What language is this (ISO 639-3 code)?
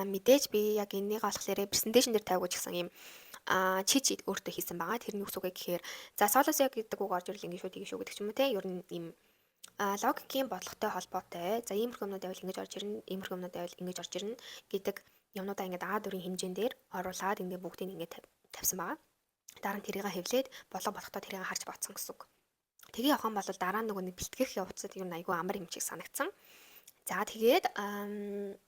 mon